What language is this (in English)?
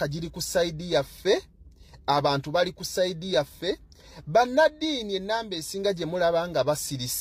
Ganda